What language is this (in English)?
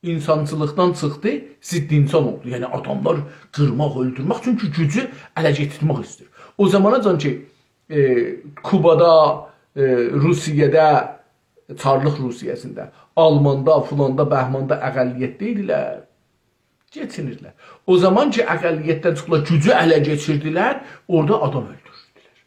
South Azerbaijani